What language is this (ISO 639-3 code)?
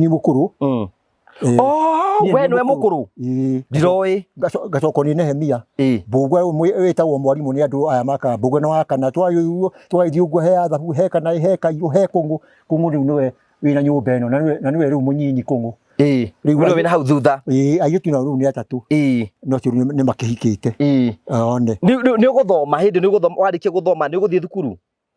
kik